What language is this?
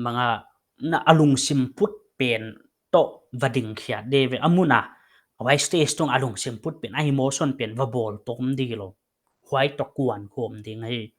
Paite Chin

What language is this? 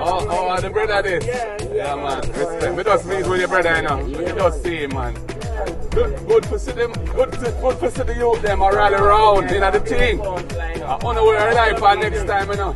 Jamaican Creole English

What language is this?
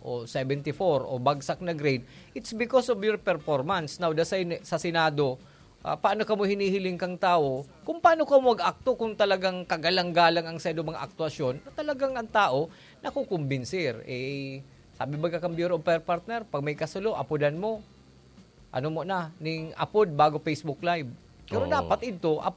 Bikol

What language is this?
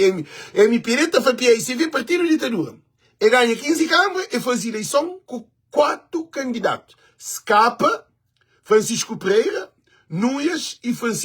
Kabuverdianu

